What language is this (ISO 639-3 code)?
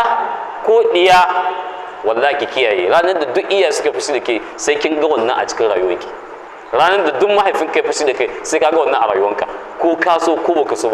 hau